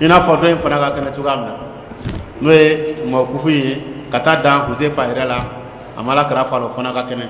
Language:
Dyula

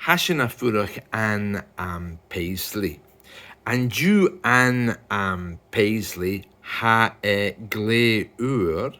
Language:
Scottish Gaelic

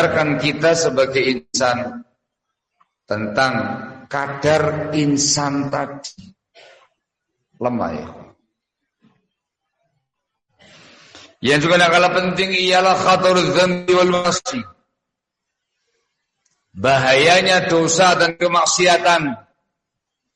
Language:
Indonesian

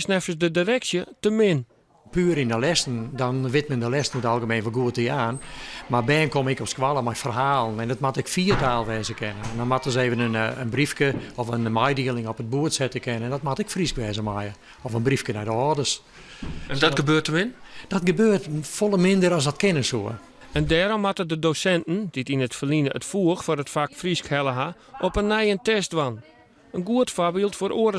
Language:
Western Frisian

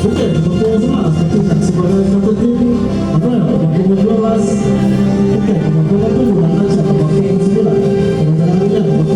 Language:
Ambonese Malay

